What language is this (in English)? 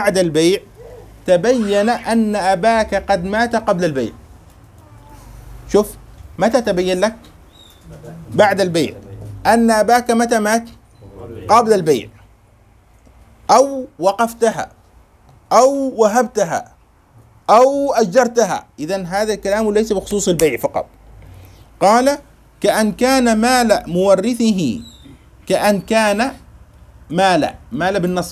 Arabic